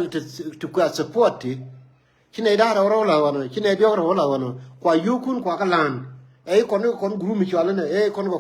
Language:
Nuer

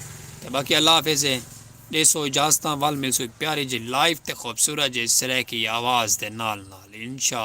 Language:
Saraiki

